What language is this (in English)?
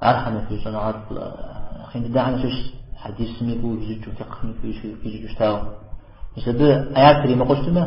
Kabardian